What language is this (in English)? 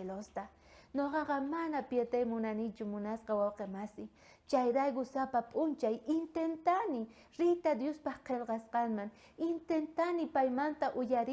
South Bolivian Quechua